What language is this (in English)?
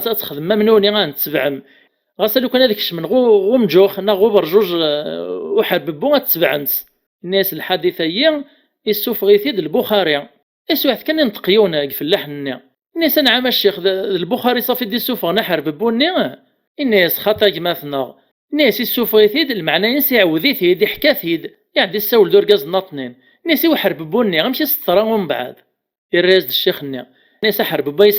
Kabyle